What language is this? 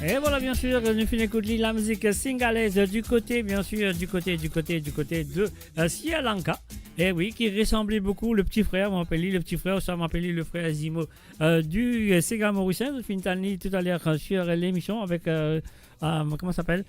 Morisyen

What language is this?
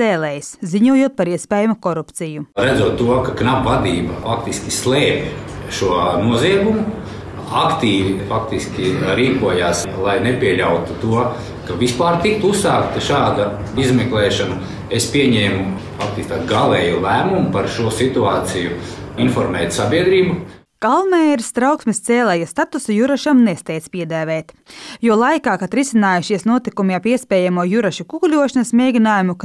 Latvian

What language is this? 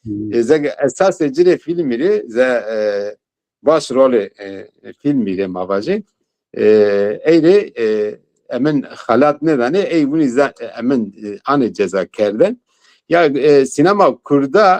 Zaza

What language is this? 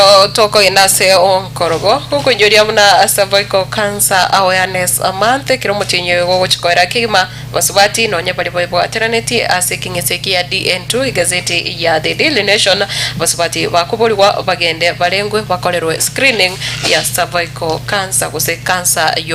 Gusii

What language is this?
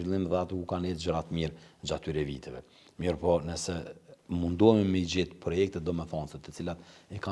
Albanian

